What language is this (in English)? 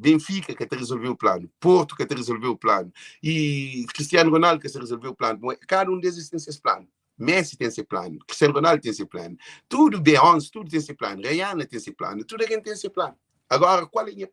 Kabuverdianu